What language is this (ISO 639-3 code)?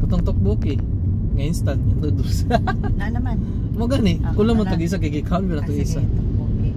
ceb